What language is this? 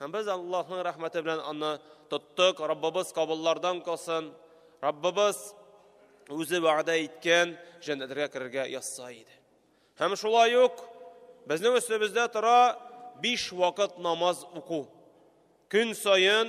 Tatar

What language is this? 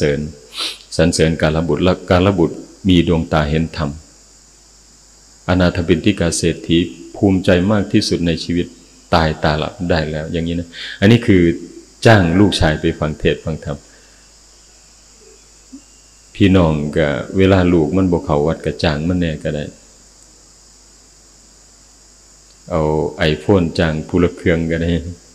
Thai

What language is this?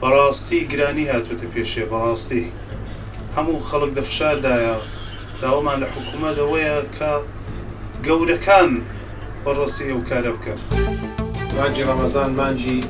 Central Kurdish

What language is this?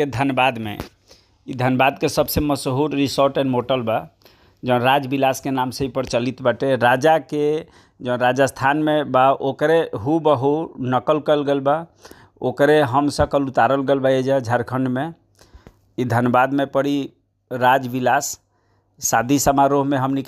Bhojpuri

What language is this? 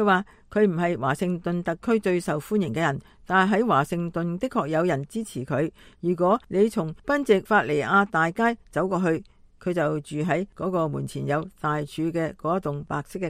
Cantonese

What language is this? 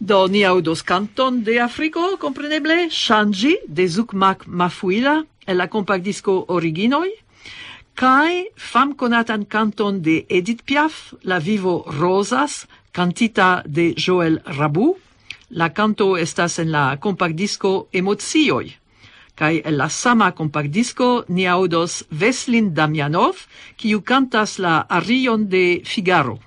Esperanto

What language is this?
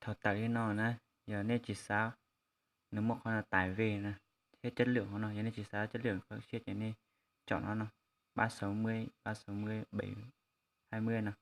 Hmong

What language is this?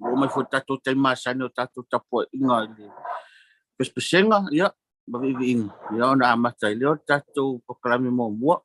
Samoan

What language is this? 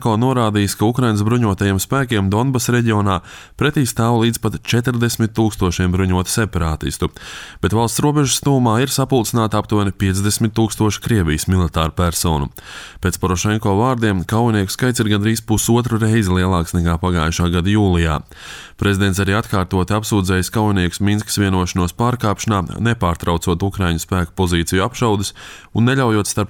Latvian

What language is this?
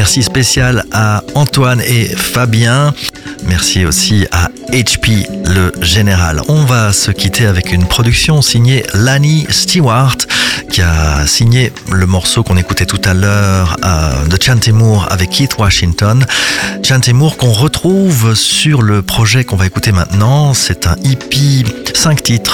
French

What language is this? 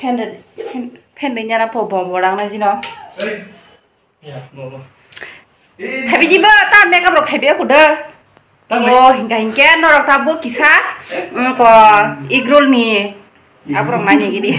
Kok Borok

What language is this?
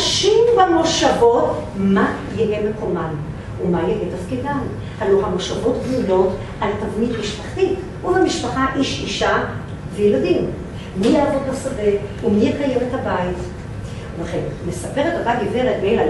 Hebrew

